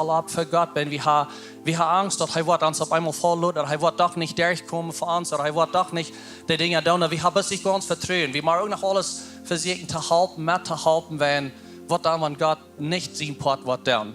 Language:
Plautdietsch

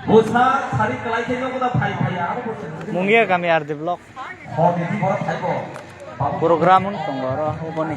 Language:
Kok Borok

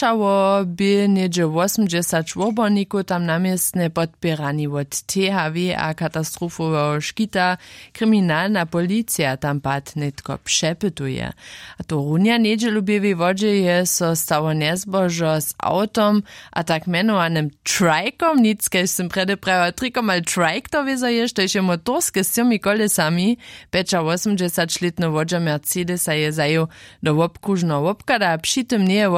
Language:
Upper Sorbian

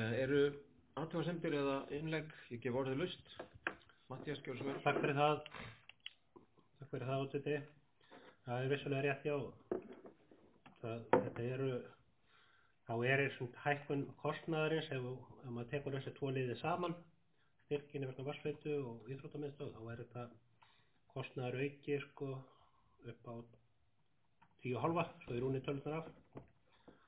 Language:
Icelandic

